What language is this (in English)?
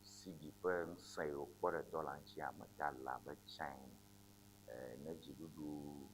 Ewe